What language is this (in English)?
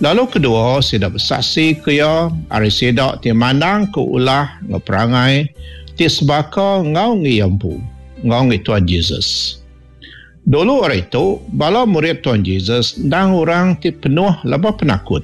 Iban